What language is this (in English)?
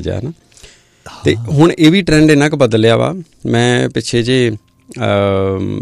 Punjabi